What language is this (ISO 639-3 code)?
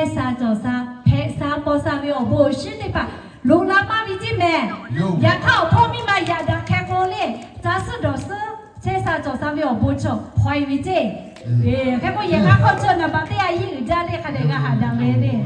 lhu